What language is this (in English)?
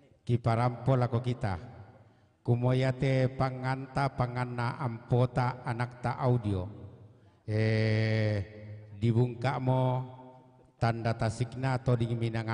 Toraja-Sa'dan